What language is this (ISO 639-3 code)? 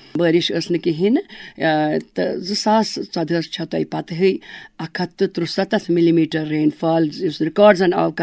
kas